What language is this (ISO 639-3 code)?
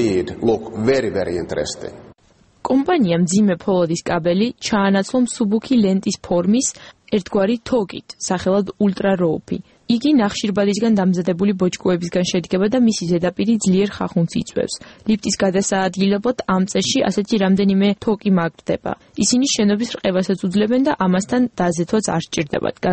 kat